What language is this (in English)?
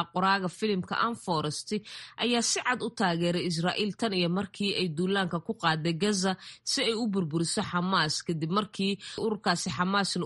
Somali